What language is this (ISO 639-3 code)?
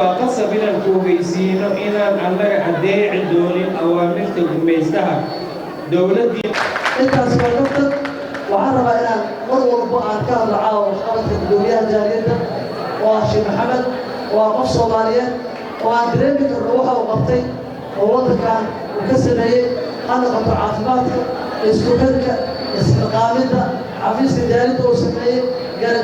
som